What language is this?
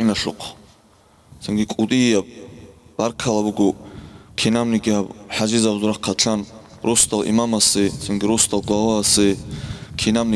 Avaric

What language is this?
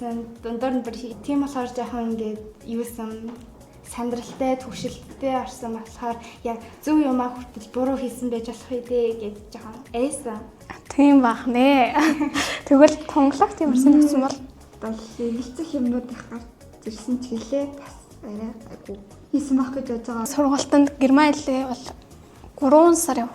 Mongolian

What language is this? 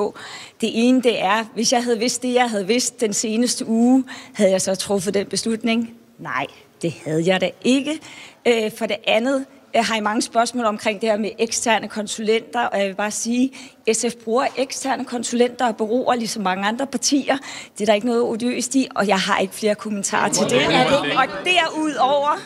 Danish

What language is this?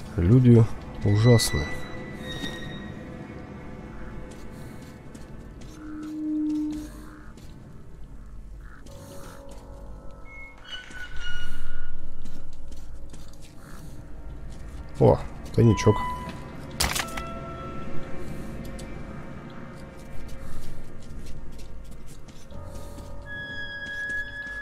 Russian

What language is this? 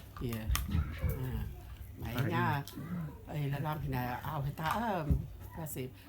Rotuman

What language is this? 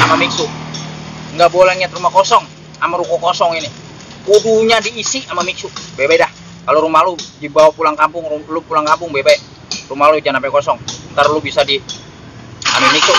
Betawi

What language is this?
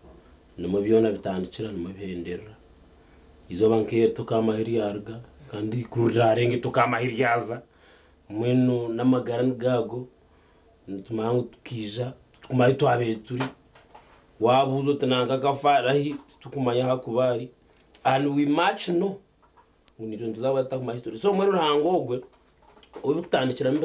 Nyankole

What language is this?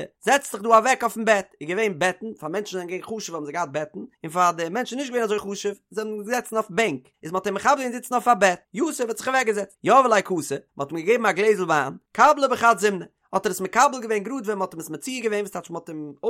Yiddish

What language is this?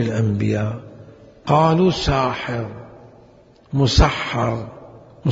Mesopotamian Arabic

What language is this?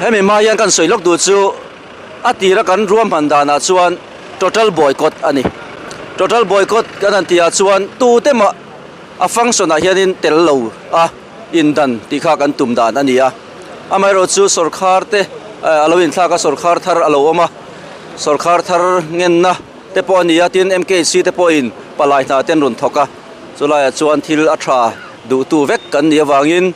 Mizo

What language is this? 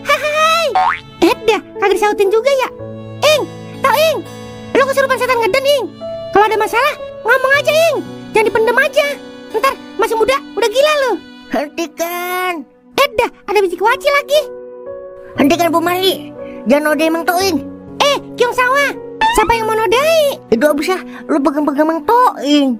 Betawi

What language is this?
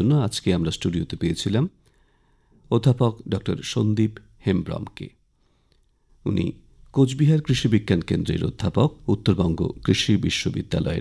Bangla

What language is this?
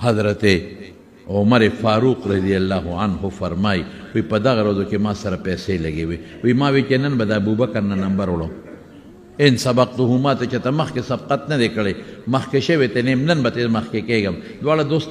Pashto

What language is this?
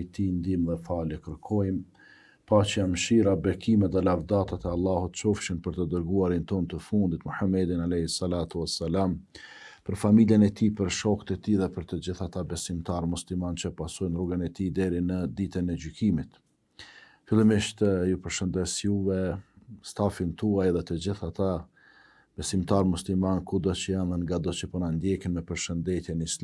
Albanian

